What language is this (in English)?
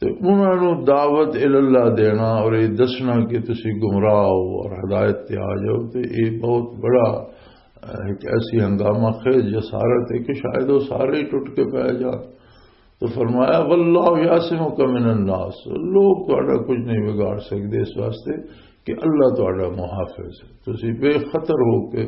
Western Panjabi